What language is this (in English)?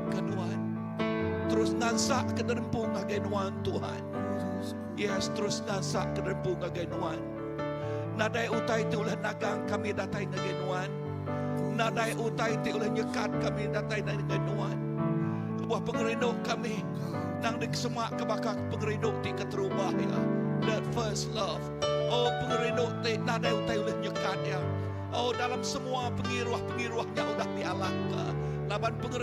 Iban